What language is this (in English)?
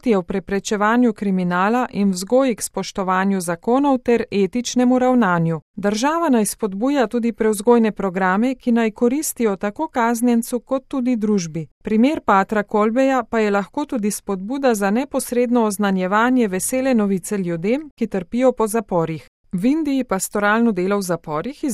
Slovenian